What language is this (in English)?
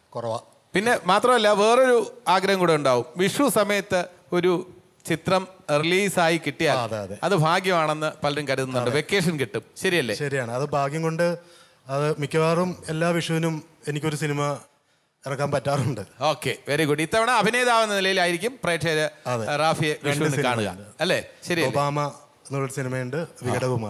Malayalam